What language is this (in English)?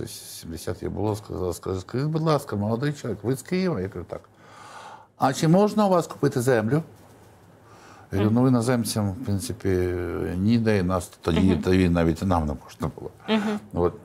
Ukrainian